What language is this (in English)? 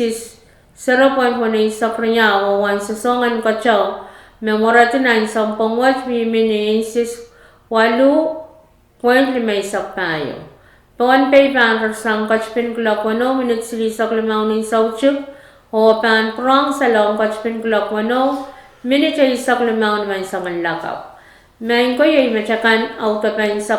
Pohnpeian